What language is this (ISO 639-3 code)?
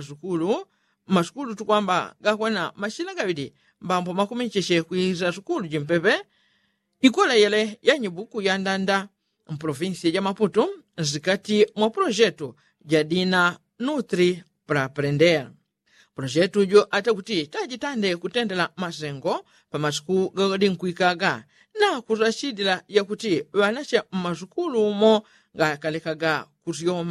yao